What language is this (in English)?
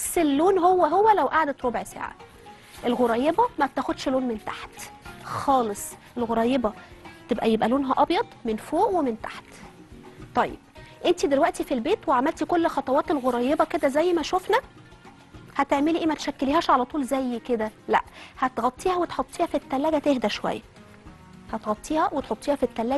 Egyptian Arabic